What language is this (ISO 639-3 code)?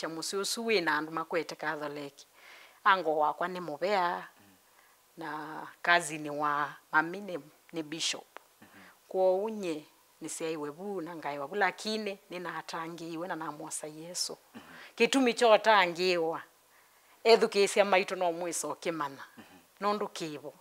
kam